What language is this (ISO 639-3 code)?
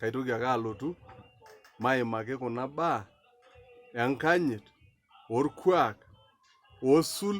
mas